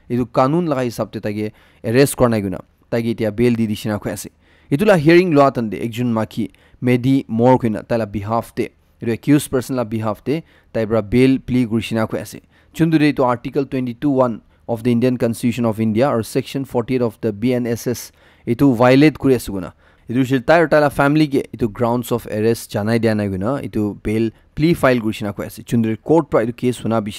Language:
Naga Pidgin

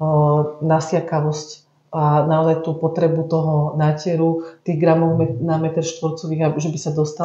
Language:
Slovak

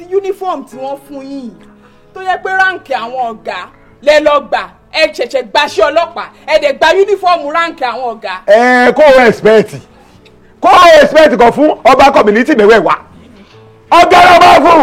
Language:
Yoruba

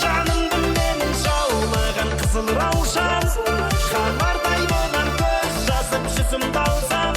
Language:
Kara-Kalpak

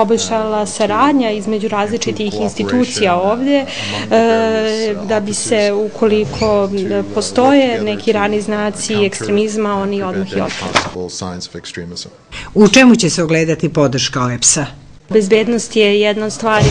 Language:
Bosnian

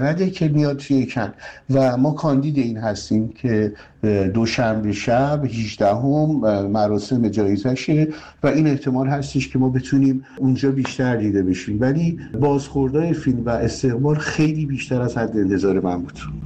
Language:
Persian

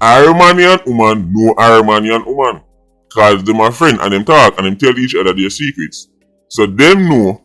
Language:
Jamaican Creole English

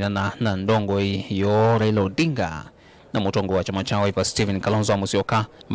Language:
Kamba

